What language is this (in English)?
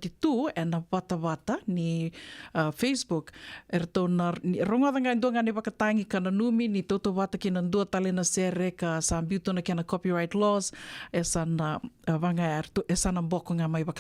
Fijian